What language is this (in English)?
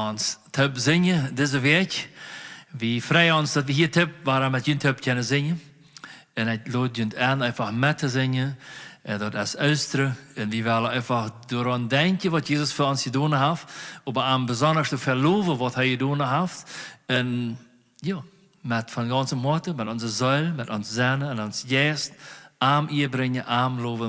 Plautdietsch